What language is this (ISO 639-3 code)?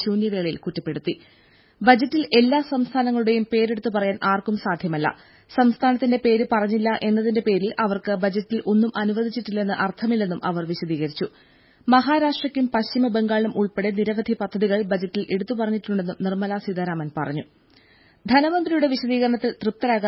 mal